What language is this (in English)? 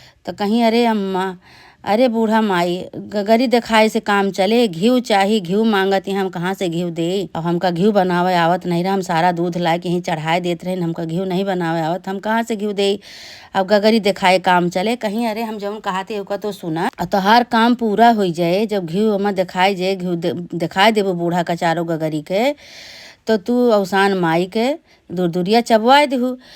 Awadhi